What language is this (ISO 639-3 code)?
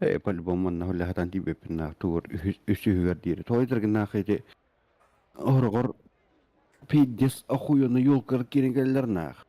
sah